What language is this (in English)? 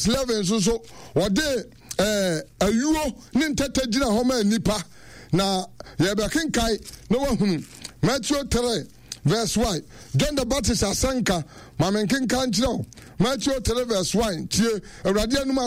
Akan